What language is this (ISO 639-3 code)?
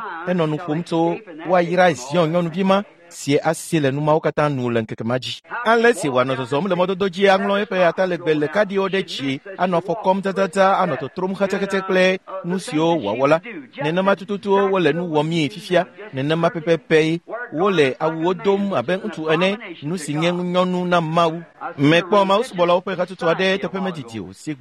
ewe